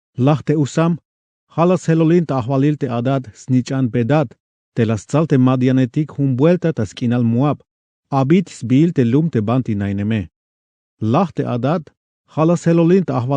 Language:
Tzeltal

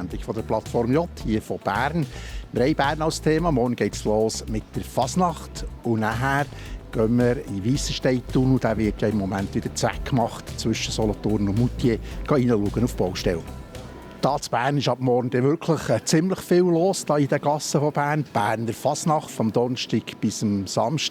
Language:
Swiss German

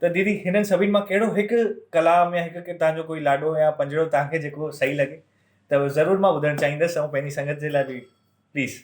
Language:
Sindhi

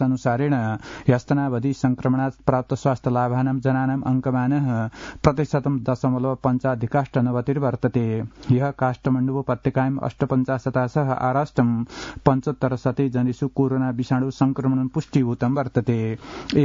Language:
Sanskrit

